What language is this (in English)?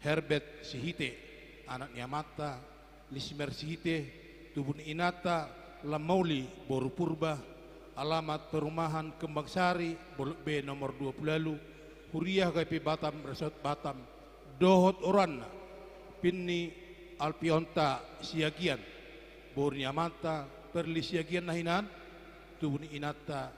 Batak Toba